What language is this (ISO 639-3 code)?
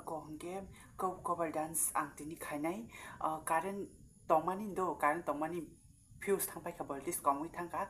trp